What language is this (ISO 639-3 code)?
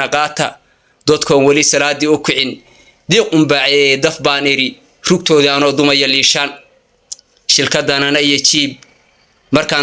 som